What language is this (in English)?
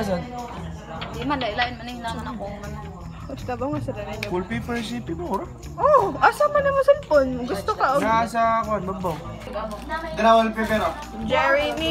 Cebuano